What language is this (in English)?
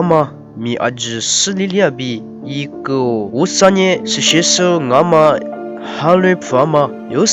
Lisu